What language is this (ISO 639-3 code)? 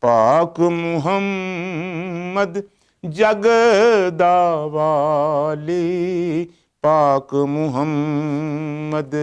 lah